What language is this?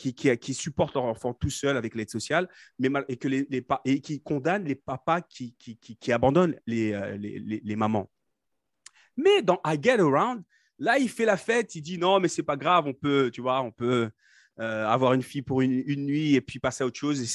French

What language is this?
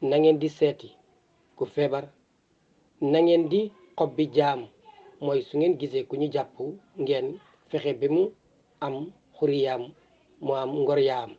Wolof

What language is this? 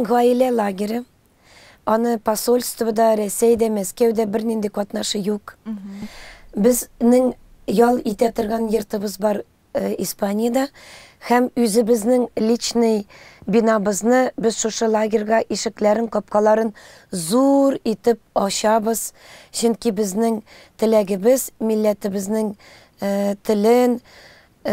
Tatar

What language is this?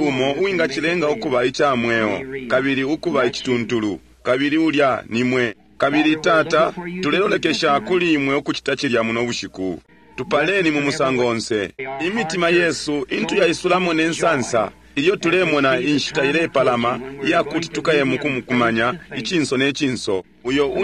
Bemba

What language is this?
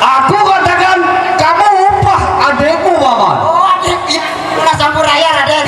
Sasak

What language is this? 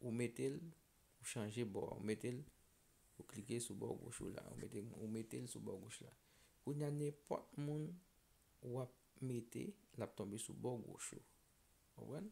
Haitian Creole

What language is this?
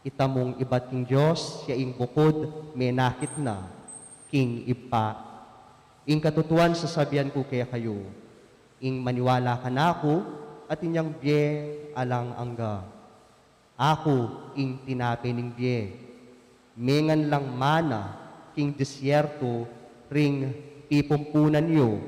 Pampanga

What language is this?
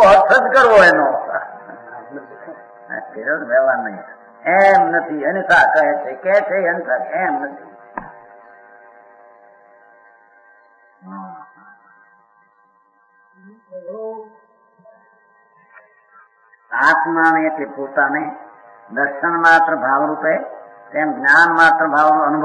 Gujarati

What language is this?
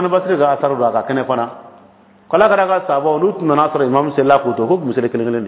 Dyula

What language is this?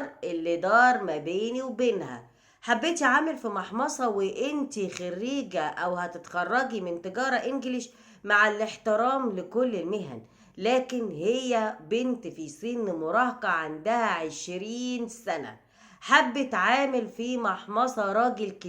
Egyptian Arabic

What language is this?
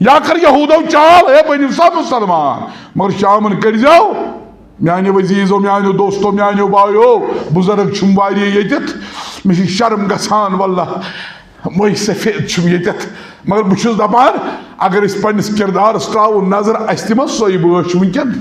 Kashmiri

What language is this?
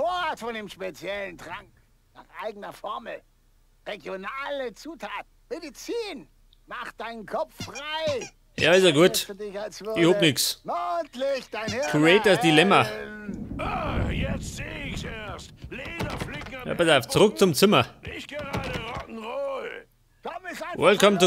Bavarian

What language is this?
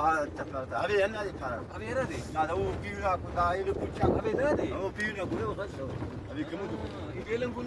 Brahui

